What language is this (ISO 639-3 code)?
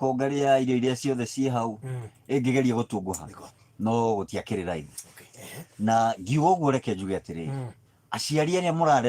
kik